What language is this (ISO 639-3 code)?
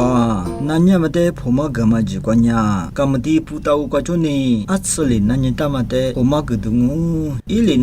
lis